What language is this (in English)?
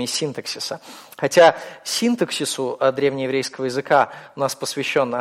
Russian